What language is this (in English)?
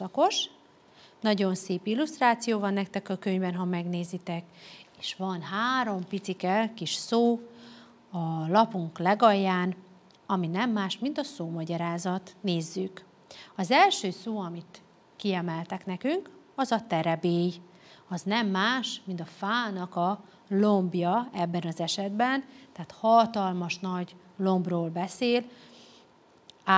Hungarian